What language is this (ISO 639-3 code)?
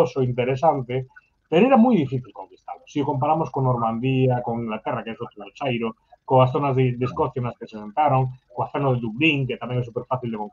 glg